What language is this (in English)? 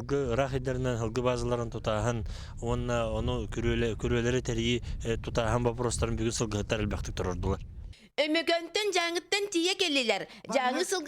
Yakut